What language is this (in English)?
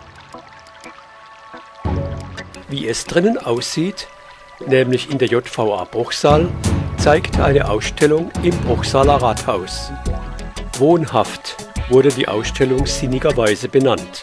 German